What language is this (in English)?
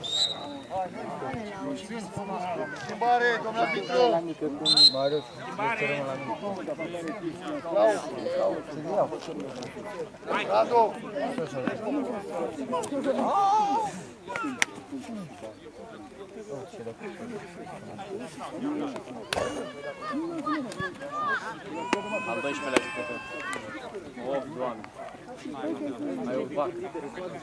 Romanian